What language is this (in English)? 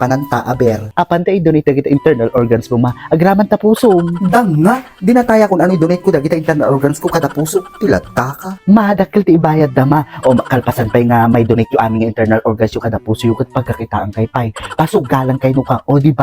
Iloko